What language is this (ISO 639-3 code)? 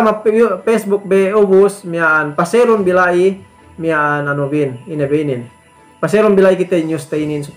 yka